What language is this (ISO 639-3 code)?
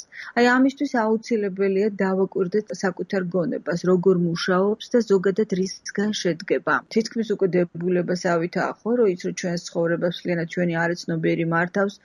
kat